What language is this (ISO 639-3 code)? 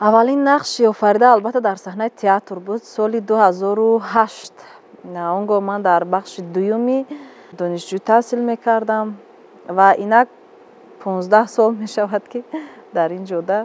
tgk